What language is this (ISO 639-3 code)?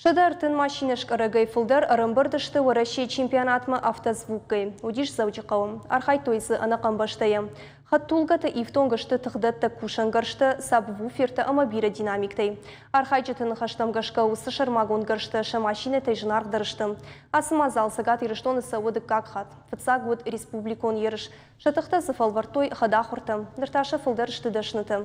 oss